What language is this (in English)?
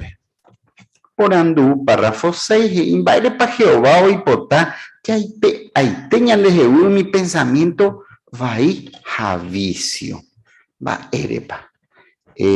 Guarani